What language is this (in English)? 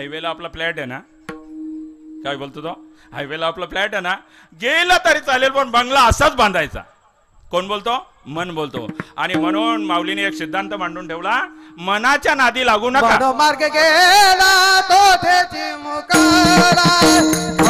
Marathi